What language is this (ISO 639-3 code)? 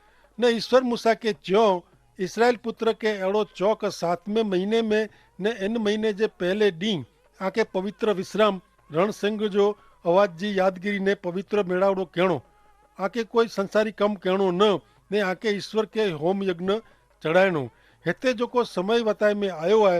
kfr